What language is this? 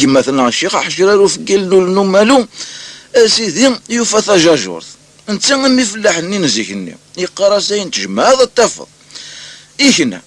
Kabyle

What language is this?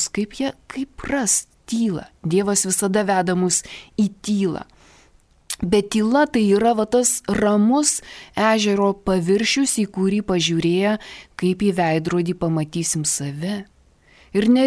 Lithuanian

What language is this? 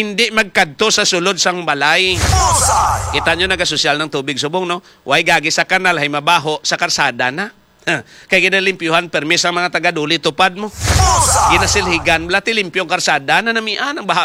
Hiligaynon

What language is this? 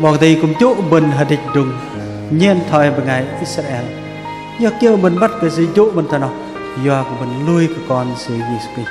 Bahnar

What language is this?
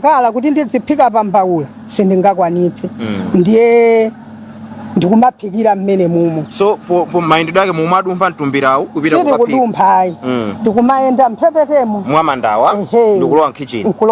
Nyanja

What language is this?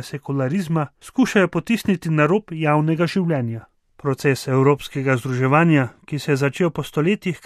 Slovenian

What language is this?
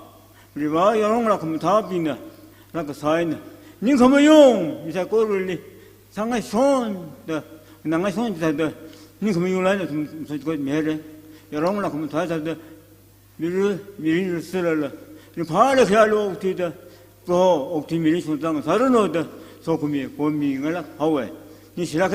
Tangkhul Naga (India)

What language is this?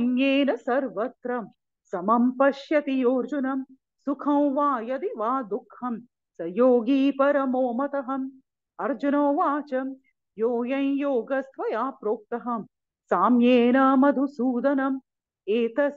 Sanskrit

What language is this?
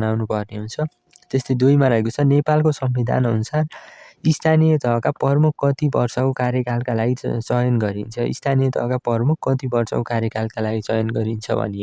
Nepali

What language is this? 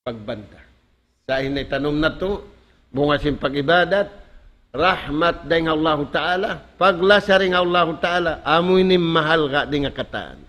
Tausug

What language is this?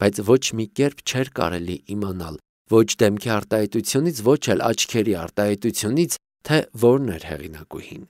Armenian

